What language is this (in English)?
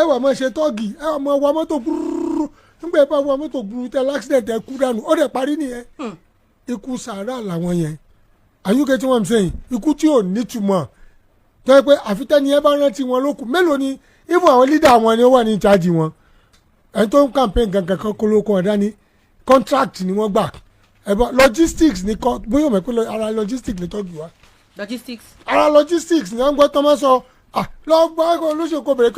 Yoruba